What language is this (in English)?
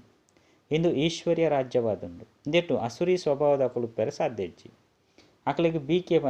Tulu